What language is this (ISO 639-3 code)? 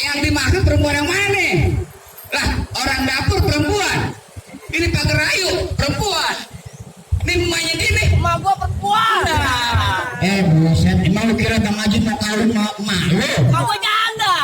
bew